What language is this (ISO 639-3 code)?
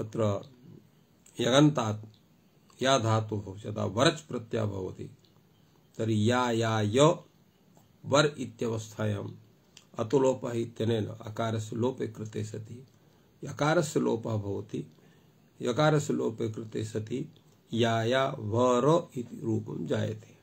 san